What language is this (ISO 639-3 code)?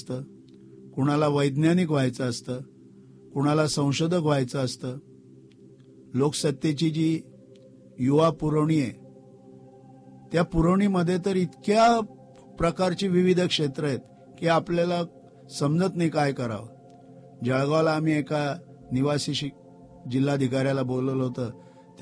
mar